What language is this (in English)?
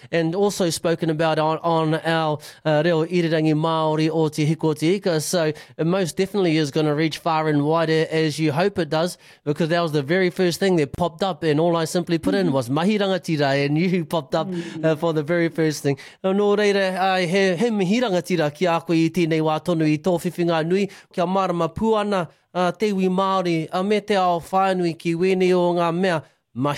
Māori